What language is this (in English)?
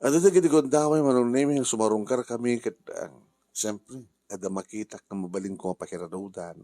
Iloko